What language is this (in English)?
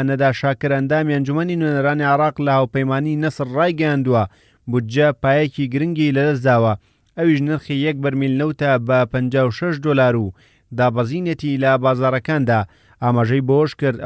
Central Kurdish